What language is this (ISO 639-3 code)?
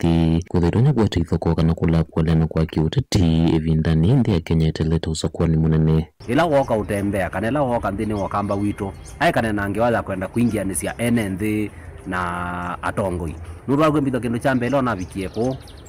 kam